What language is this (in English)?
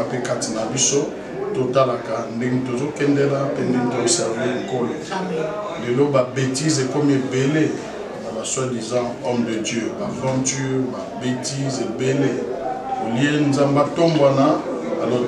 Lingala